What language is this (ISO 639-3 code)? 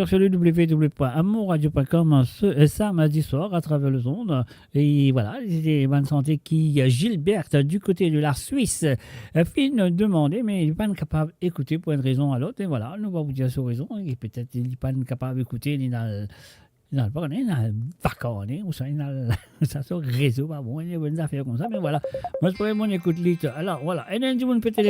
mfe